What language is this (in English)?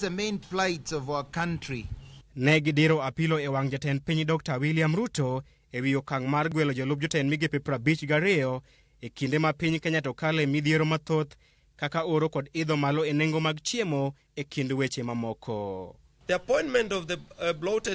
Luo (Kenya and Tanzania)